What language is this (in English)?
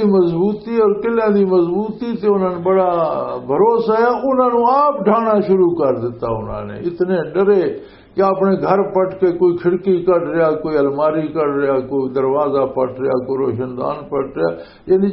Western Panjabi